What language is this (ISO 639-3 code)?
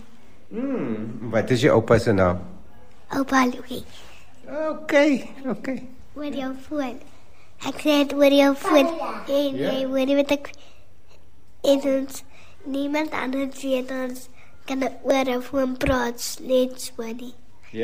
afr